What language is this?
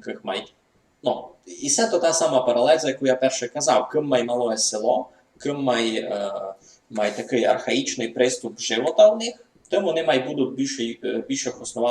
Rusyn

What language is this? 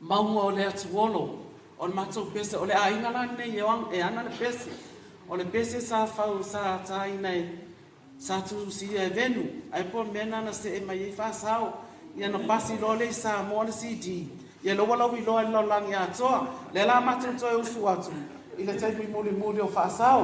Samoan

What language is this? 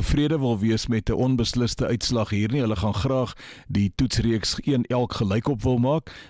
Afrikaans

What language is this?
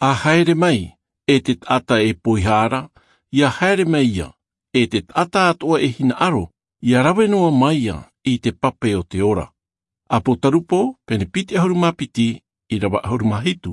Tahitian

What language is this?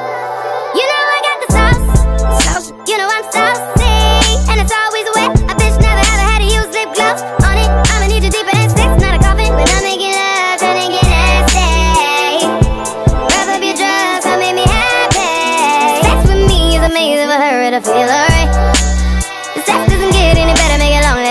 English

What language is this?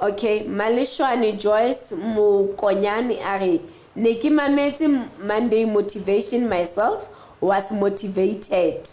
Southern Sotho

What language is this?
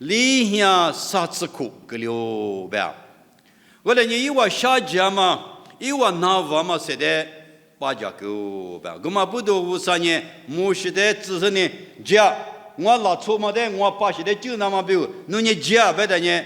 Lisu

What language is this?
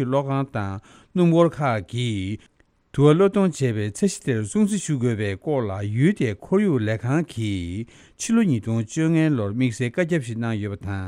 Tibetan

